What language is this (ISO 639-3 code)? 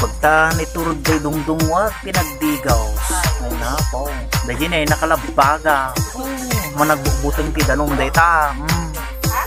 ilo